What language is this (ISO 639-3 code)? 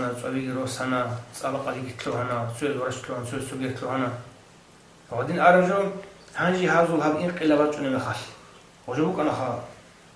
ava